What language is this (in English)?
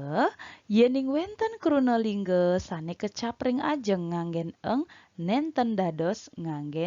Balinese